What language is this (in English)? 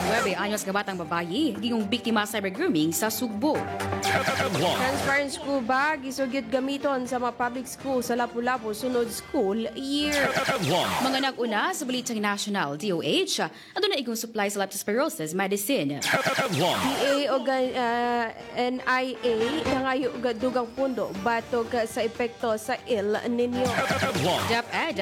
Cebuano